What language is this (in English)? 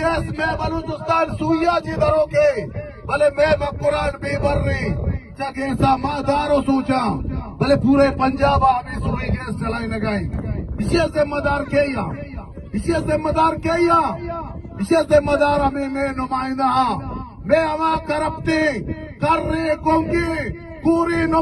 Baluchi